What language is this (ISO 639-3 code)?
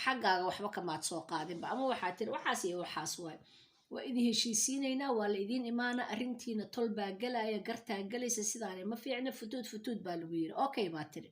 som